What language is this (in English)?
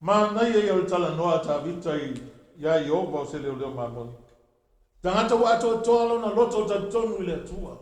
Samoan